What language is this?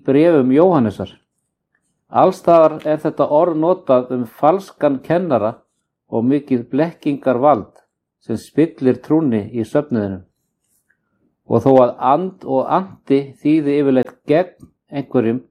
Icelandic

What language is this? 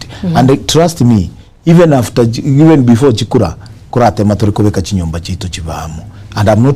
Gusii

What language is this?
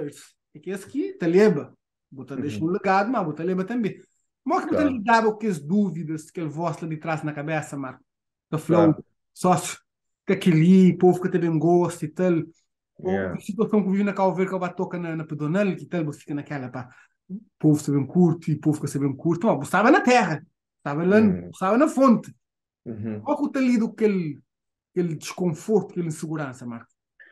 Kabuverdianu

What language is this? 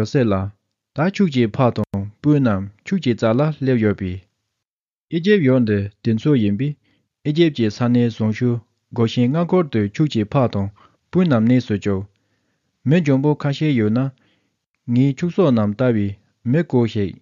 Tibetan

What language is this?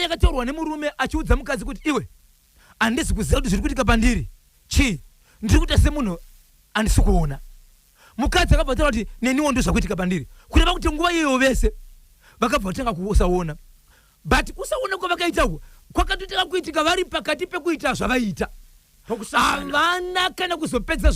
Shona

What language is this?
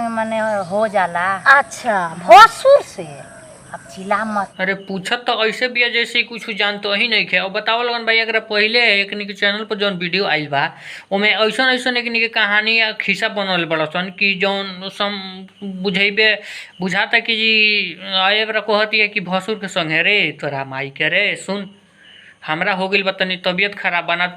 Bhojpuri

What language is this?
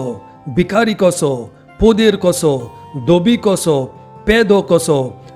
Konkani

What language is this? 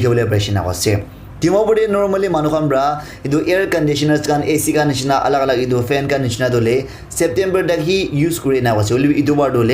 Naga Pidgin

